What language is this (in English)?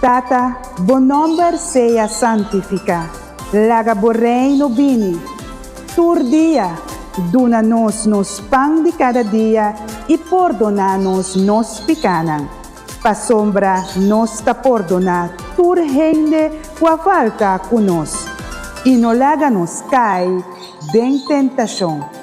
Papiamento